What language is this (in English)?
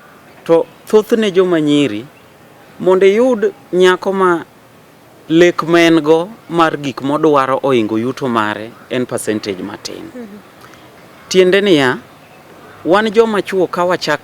Luo (Kenya and Tanzania)